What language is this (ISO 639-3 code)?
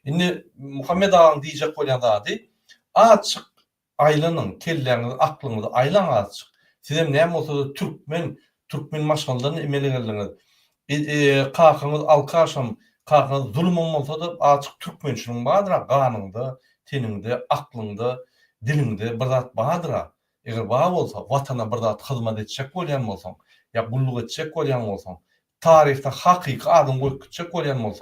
tuk